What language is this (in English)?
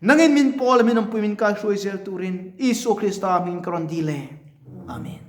Mizo